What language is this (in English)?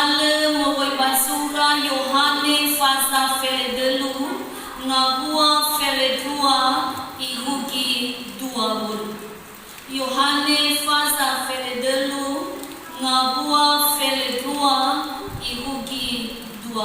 Nias